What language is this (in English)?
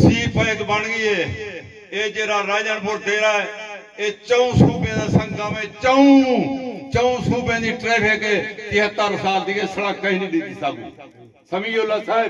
Saraiki